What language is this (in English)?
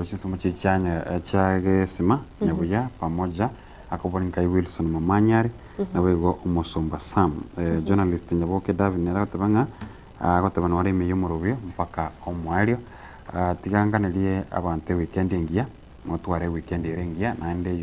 Gusii